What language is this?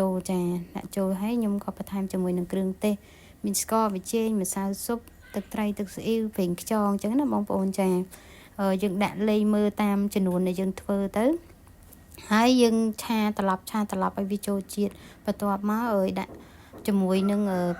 Khmer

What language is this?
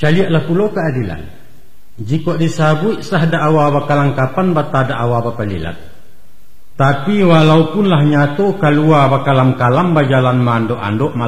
Minangkabau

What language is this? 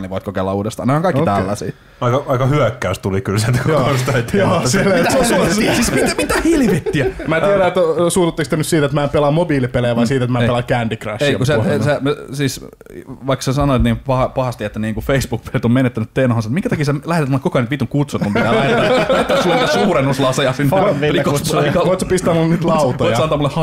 Finnish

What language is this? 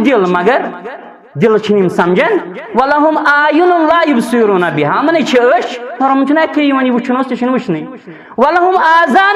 Kashmiri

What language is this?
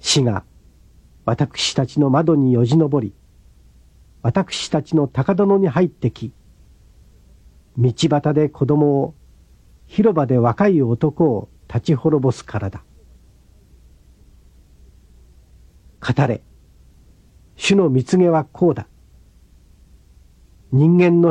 Japanese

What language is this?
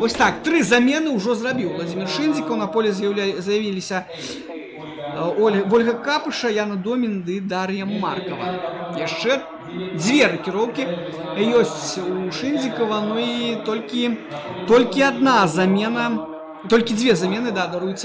Belarusian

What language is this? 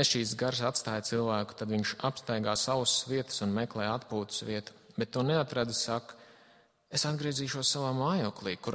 Latvian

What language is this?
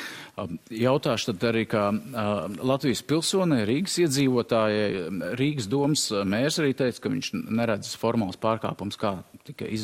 Latvian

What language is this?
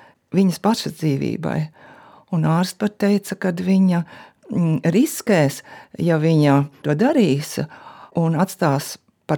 Latvian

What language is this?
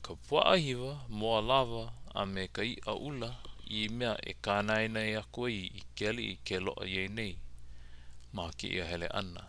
Hawaiian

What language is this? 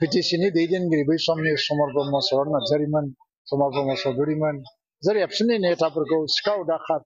Bodo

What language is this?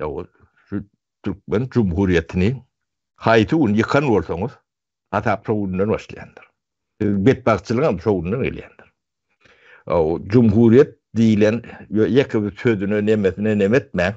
Turkmen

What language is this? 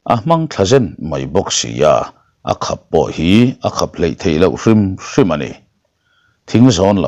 Mizo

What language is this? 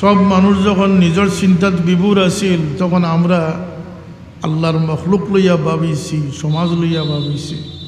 Sylheti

